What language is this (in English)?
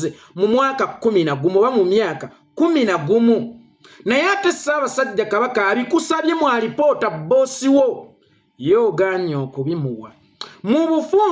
Ganda